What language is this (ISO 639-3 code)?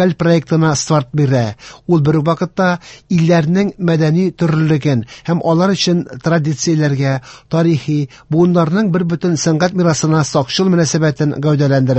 tat